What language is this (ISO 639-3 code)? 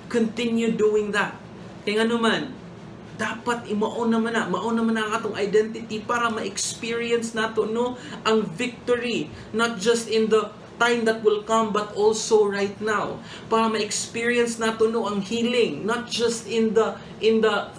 ceb